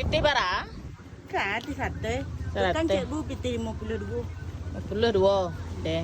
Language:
Minangkabau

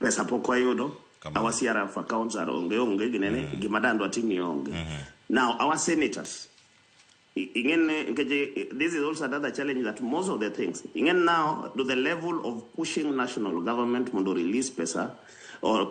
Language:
Luo (Kenya and Tanzania)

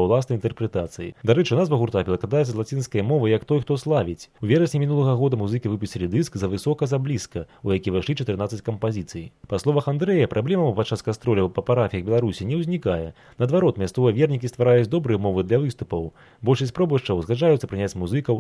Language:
Belarusian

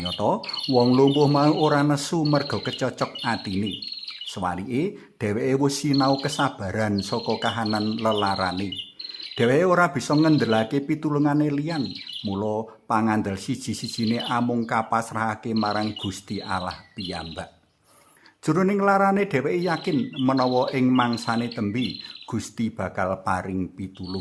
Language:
Javanese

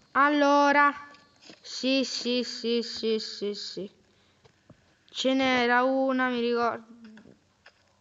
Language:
Italian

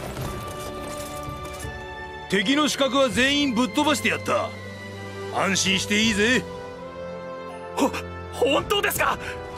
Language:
Japanese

